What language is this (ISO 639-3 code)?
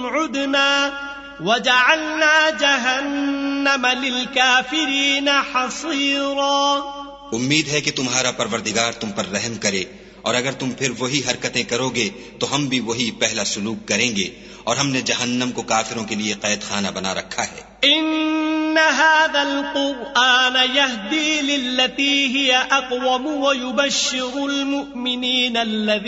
urd